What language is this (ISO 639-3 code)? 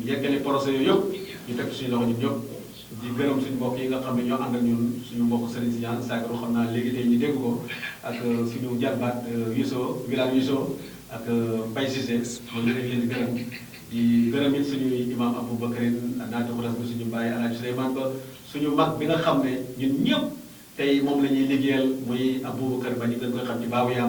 wol